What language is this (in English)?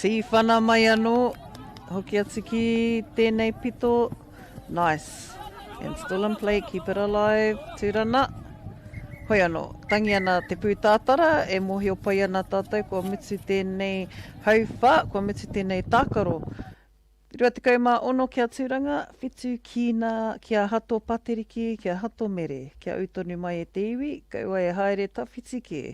Māori